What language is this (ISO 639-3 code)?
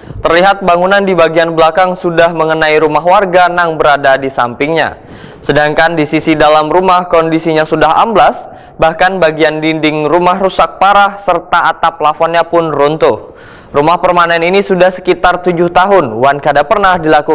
bjn